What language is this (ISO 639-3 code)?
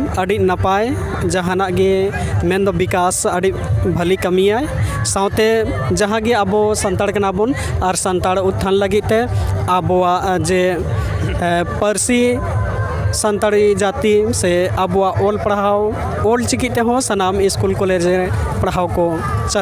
sat